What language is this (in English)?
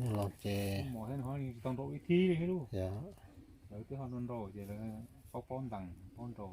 Hmong